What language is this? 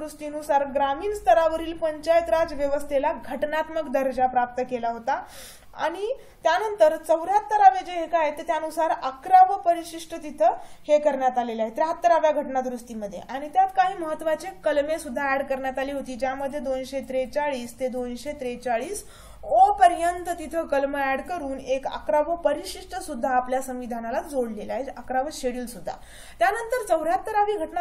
Marathi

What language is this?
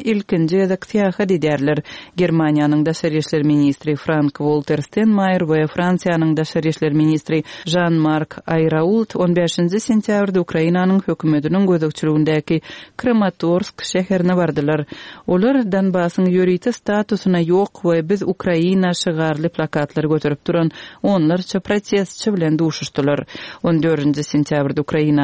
Turkmen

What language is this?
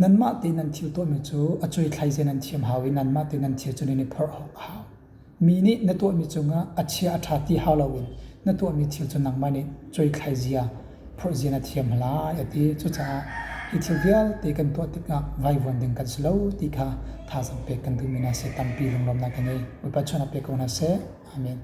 Hakha Chin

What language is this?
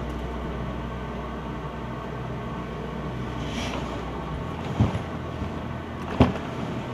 Finnish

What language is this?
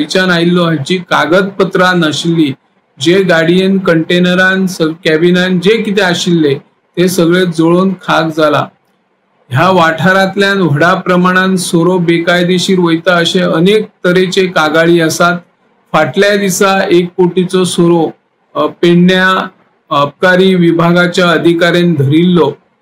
Konkani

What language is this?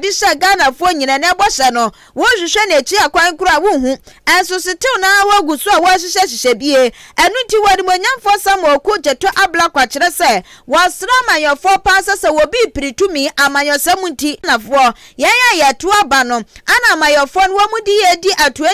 Akan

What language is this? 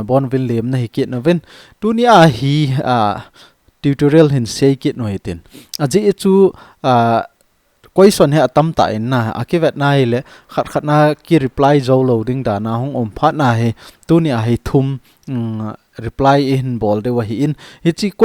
Thado Chin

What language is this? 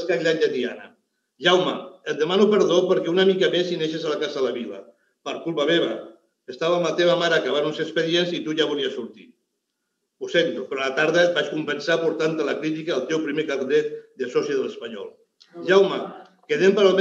Catalan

